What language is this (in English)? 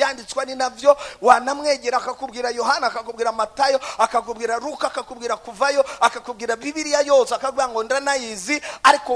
Rundi